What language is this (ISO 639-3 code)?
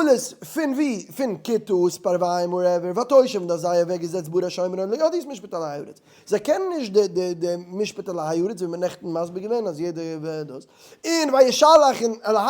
yid